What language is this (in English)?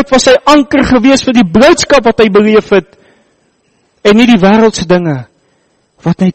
Afrikaans